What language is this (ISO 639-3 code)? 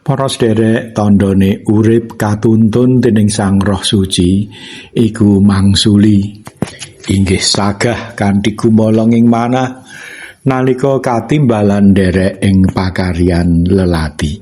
jav